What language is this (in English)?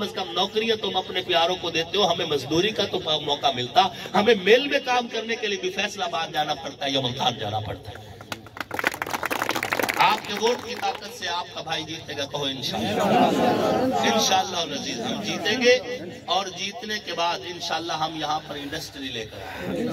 Urdu